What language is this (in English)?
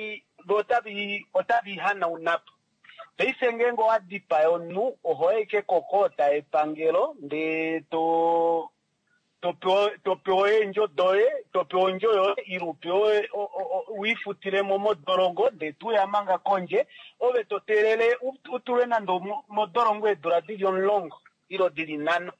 Kuanyama